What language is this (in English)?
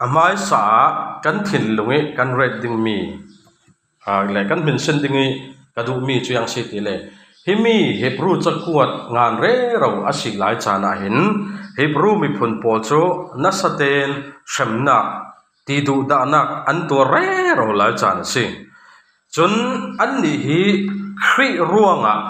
Falam Chin